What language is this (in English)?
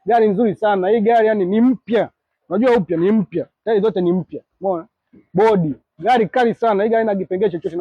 Swahili